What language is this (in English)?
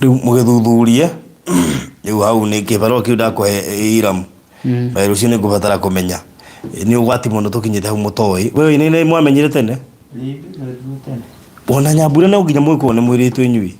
Kikuyu